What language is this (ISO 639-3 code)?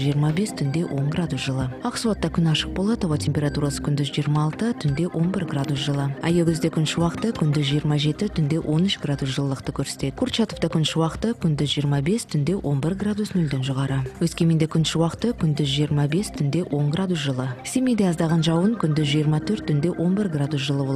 kaz